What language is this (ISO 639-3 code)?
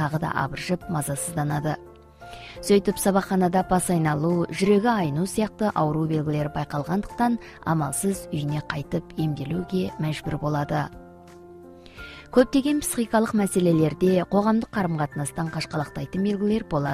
kaz